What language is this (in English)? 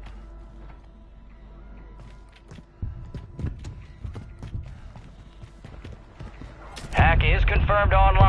English